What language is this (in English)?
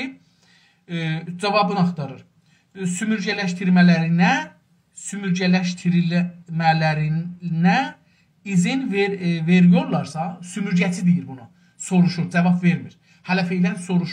South Azerbaijani